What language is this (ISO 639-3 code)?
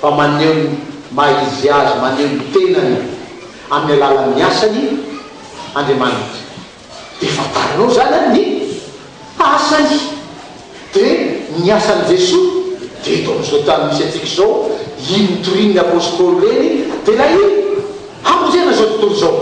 mlg